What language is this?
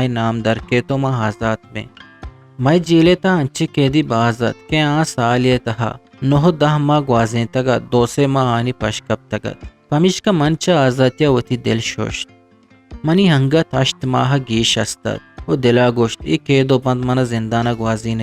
Eastern Balochi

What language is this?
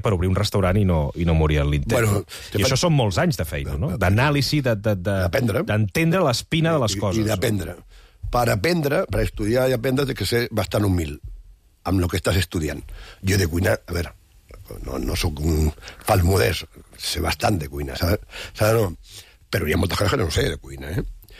Catalan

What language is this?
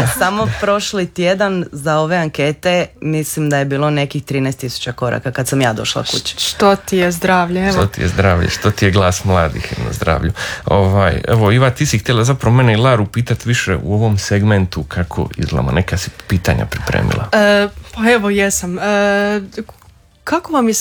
Croatian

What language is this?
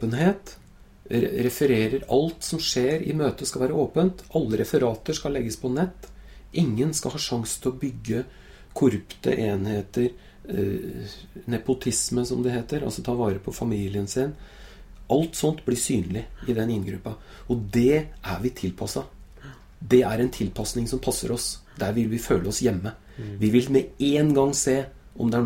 Norwegian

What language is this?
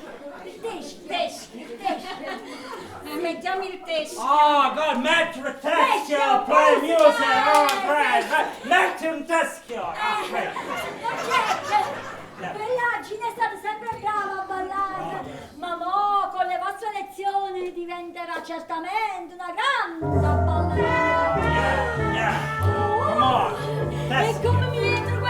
Neapolitan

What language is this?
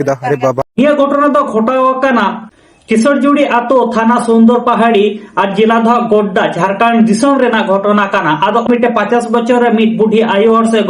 Santali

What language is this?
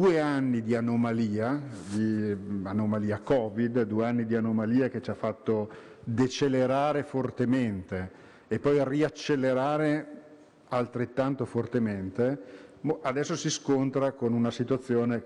Italian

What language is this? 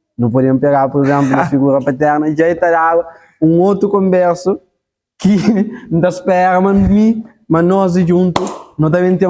Kabuverdianu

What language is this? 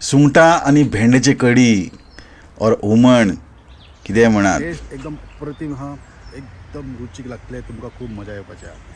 Konkani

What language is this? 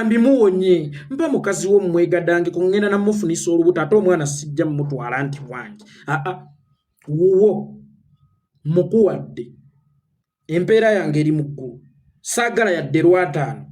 Ganda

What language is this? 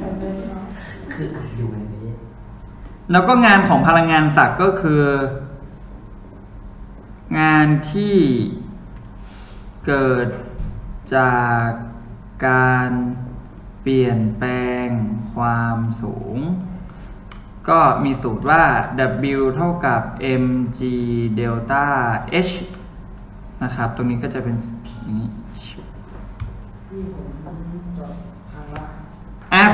Thai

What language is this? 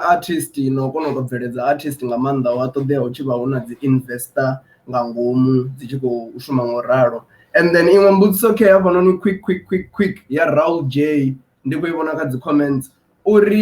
Venda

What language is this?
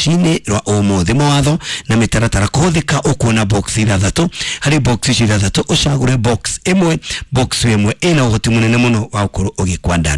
Kikuyu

